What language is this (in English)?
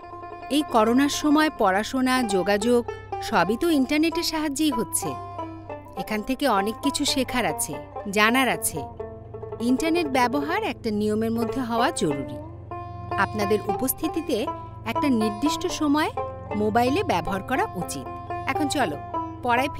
Bangla